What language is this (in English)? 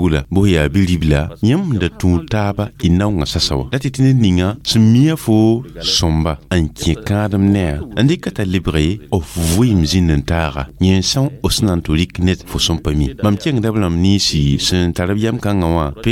Mossi